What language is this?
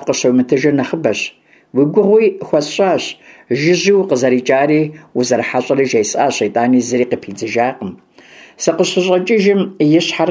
Kabardian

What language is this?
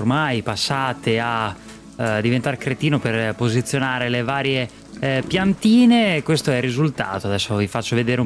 Italian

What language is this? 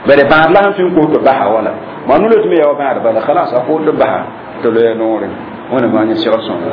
Mossi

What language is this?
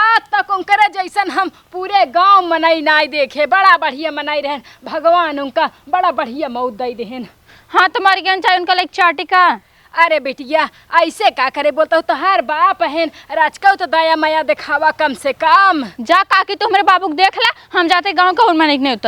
Awadhi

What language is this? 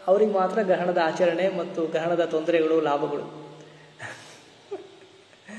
Kannada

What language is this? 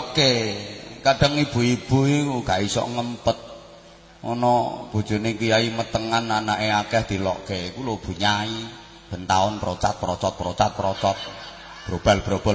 Javanese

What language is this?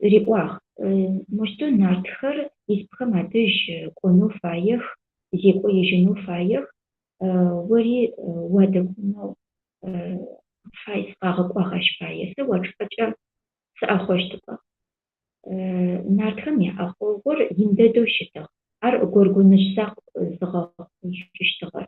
Adyghe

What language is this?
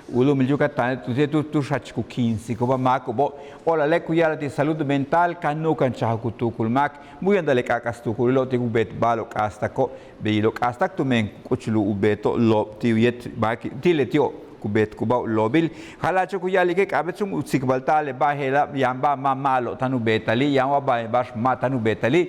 Yucateco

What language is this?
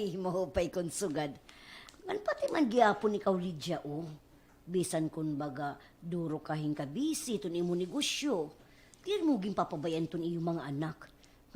Waray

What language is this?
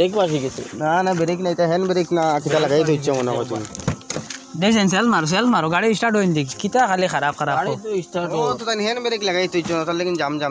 Sylheti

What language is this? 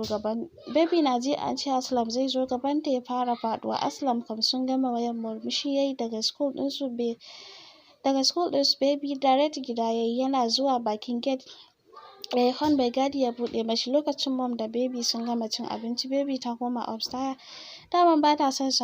Hausa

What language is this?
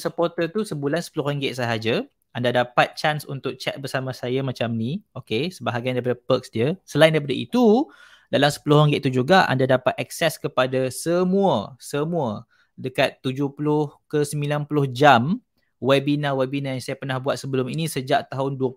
Malay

